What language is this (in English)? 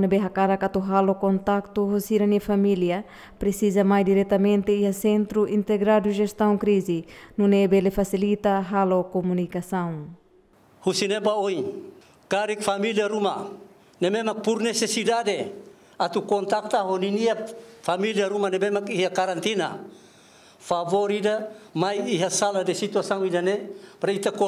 Tetum